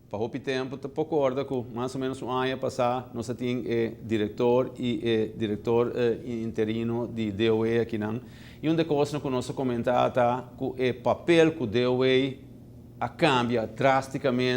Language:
Papiamento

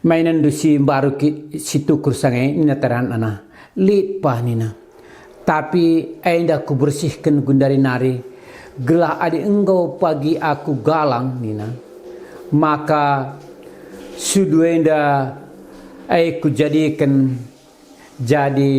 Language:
Batak Karo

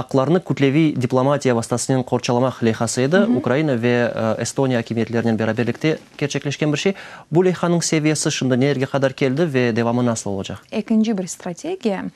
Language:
Crimean Tatar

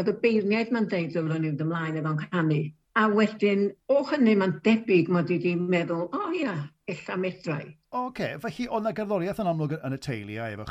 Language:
Welsh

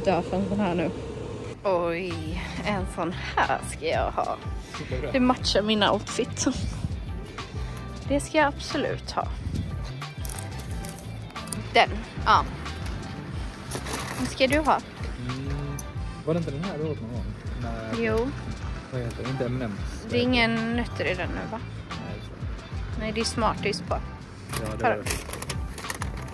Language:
Swedish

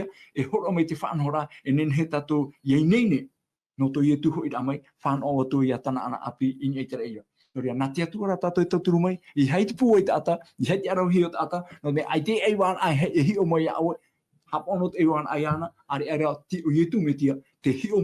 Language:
Tahitian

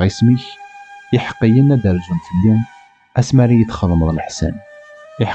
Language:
Kabyle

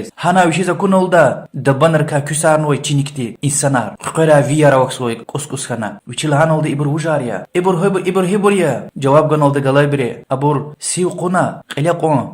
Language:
Lezghian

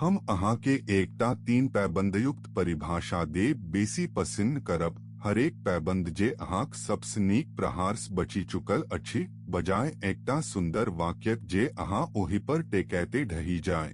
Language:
Maithili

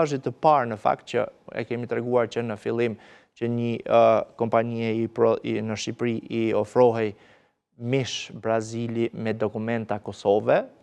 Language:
Albanian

